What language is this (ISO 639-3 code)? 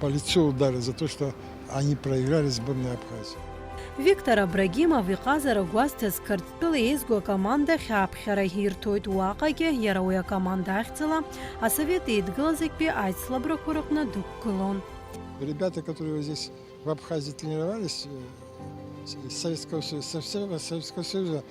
abk